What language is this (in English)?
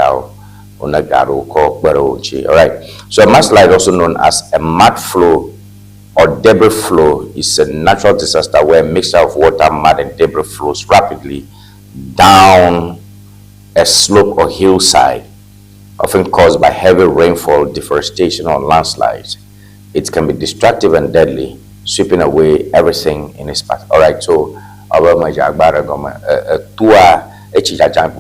Ewe